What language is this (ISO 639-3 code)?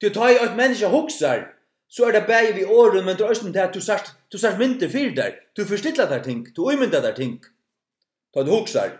fao